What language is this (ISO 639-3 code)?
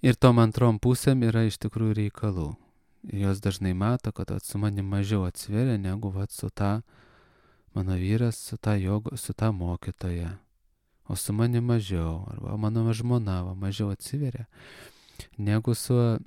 lit